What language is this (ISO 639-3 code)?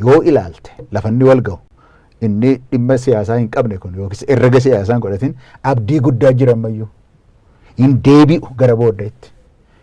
orm